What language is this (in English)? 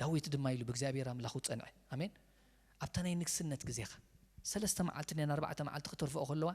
Tigrinya